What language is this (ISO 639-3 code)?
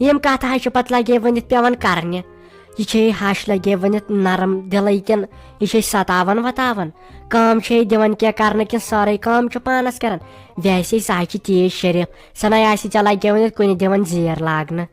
kas